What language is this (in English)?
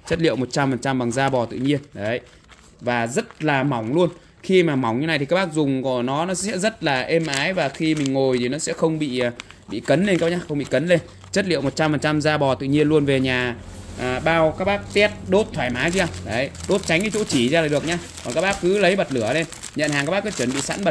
Vietnamese